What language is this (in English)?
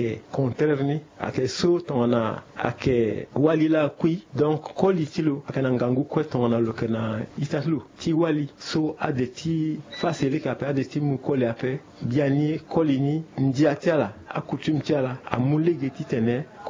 Sango